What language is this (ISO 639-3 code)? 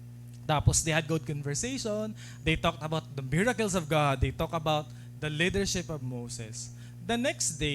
war